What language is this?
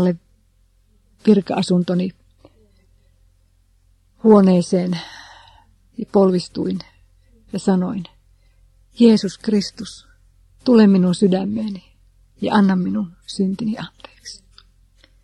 Finnish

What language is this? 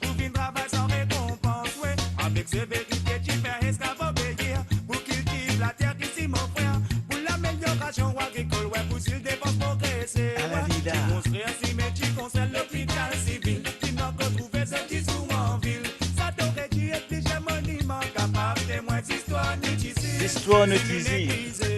Morisyen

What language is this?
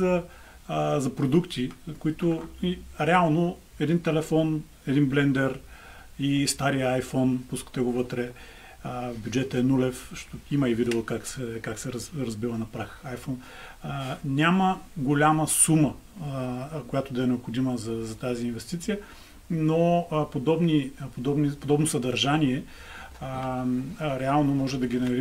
Bulgarian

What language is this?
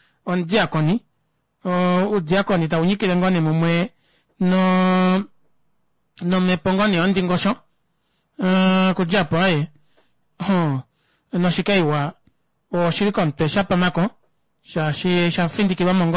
Kuanyama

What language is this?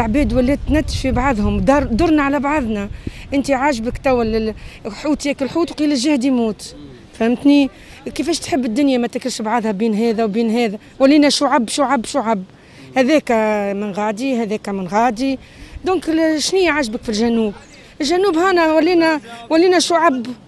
Tunisian Arabic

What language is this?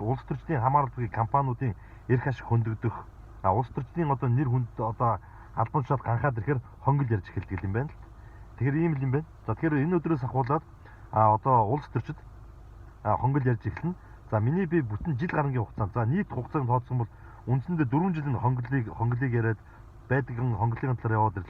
Mongolian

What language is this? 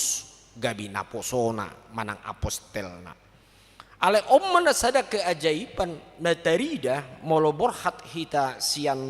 Batak Toba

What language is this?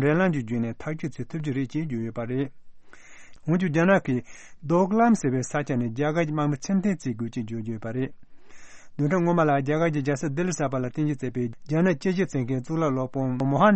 Tibetan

